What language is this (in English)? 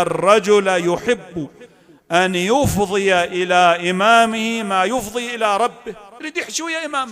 Mesopotamian Arabic